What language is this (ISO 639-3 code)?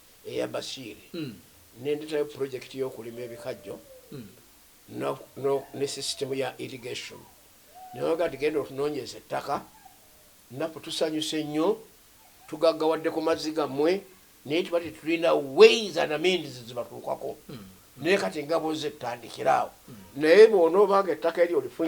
lug